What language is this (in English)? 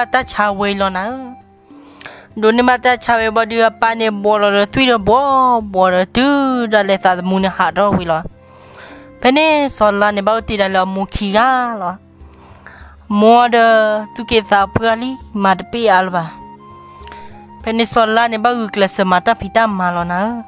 S'gaw Karen